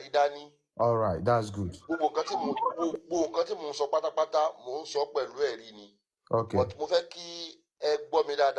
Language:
Yoruba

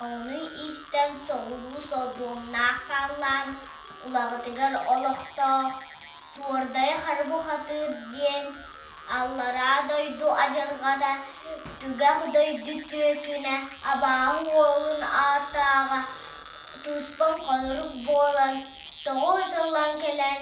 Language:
Yakut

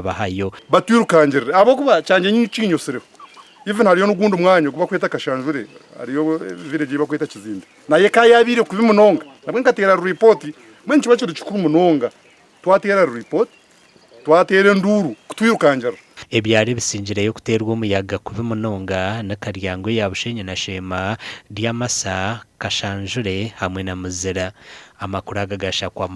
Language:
Nyankole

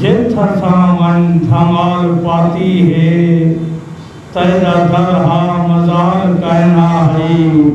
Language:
Saraiki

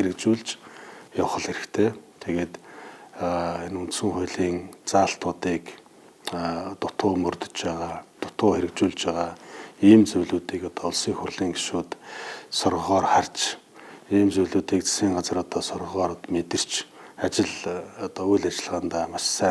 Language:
Mongolian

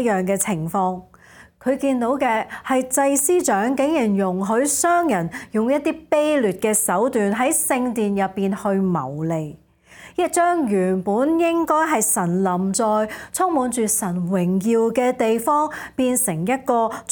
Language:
Cantonese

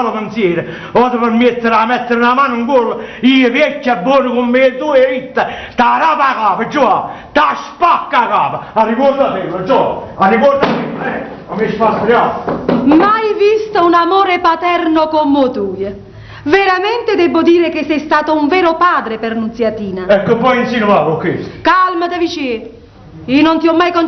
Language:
Neapolitan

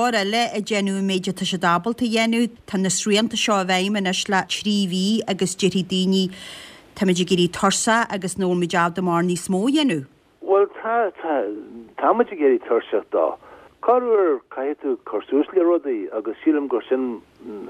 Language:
Irish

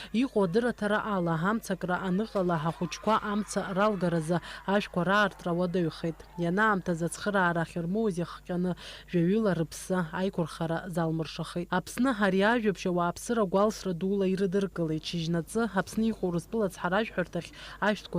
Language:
Abkhazian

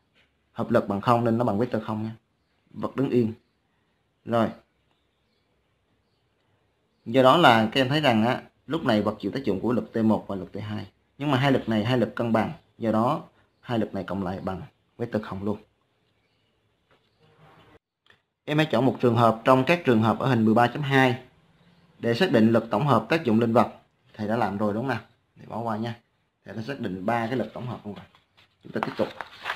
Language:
Vietnamese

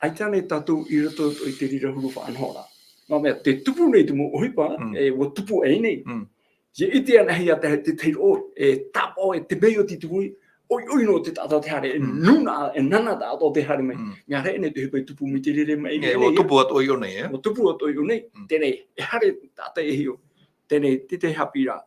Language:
Tahitian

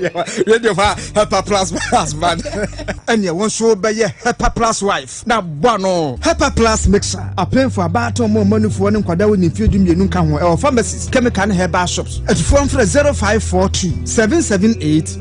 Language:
Akan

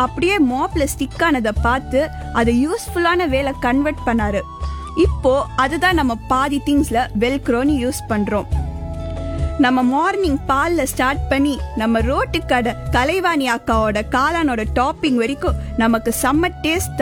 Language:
Tamil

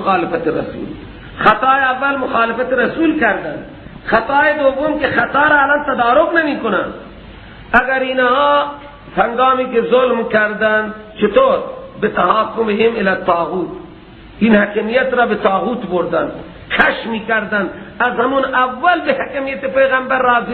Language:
Persian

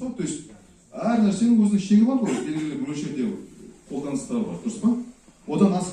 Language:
Kazakh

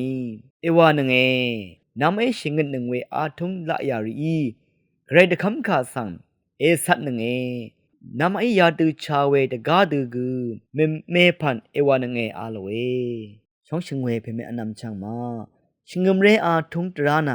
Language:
Rawang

